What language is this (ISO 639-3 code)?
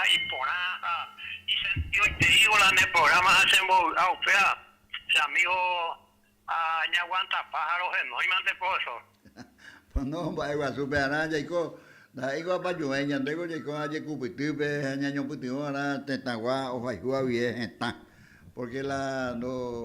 grn